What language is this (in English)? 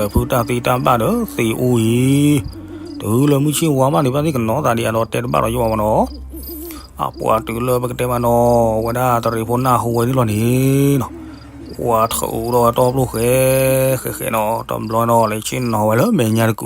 S'gaw Karen